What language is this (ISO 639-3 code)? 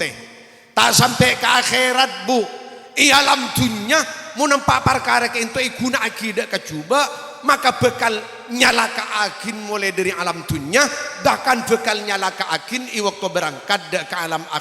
mad